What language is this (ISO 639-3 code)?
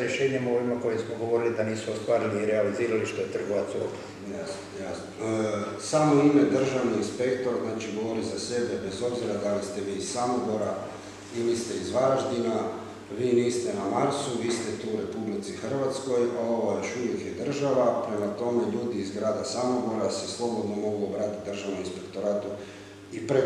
hrv